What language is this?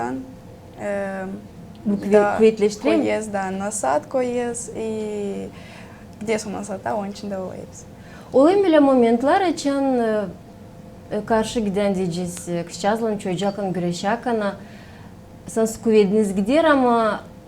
Gagauz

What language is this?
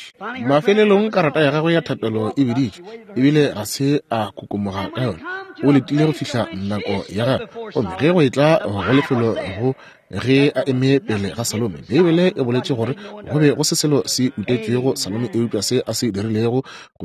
Northern Sotho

